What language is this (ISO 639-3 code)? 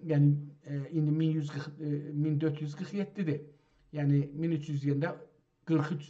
azb